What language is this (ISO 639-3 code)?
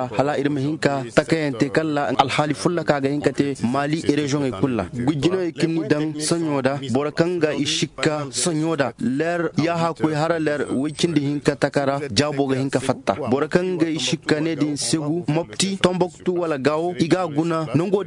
dje